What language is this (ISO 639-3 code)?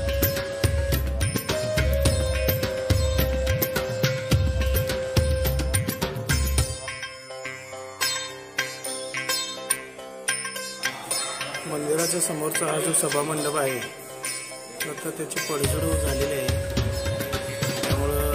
mar